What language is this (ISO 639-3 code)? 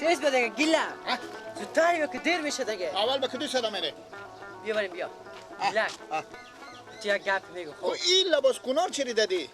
fas